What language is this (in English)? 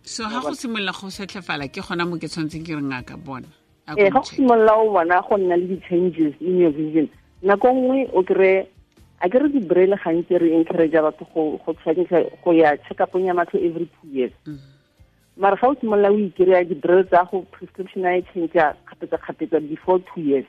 Tswana